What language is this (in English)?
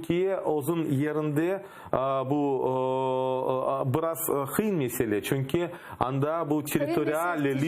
Crimean Tatar